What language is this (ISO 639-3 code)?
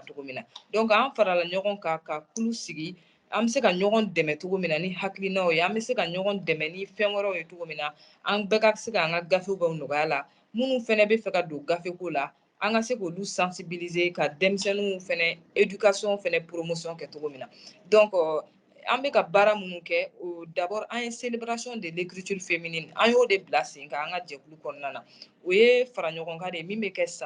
bam